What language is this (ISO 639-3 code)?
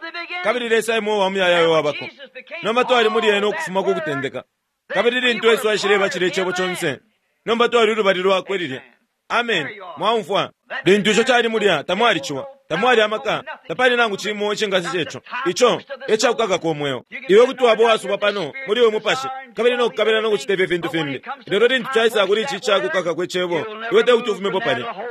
bem